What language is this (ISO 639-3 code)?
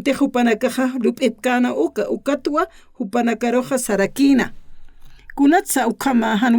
aym